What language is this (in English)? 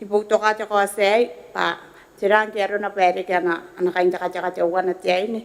Gilbertese